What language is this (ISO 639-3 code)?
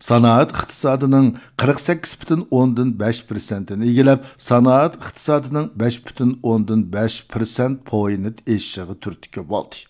uig